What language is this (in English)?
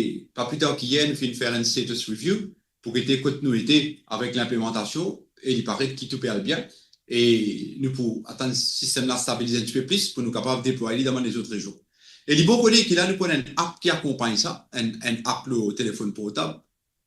Morisyen